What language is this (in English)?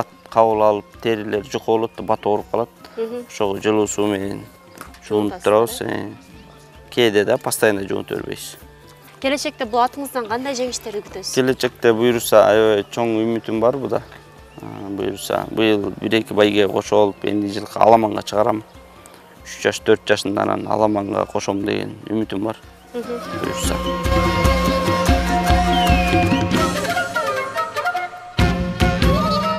Kyrgyz